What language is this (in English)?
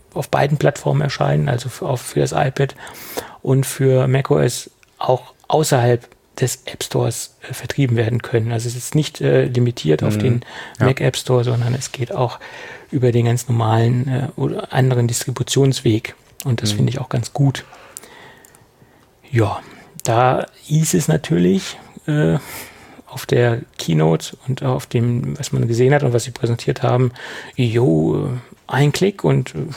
German